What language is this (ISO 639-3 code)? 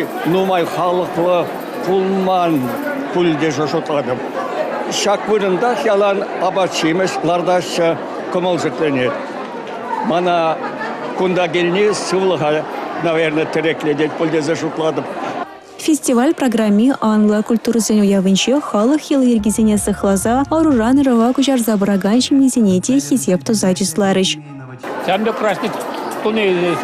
chv